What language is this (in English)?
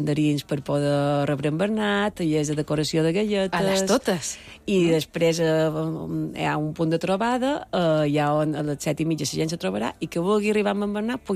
Catalan